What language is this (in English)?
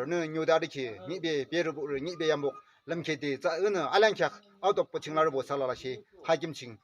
Yimchungru Naga